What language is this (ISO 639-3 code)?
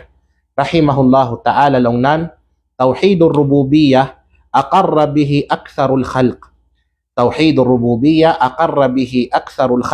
kqe